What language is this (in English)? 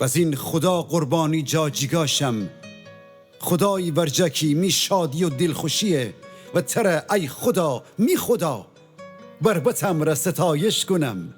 Gilaki